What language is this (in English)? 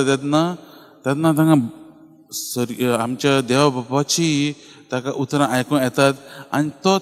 Konkani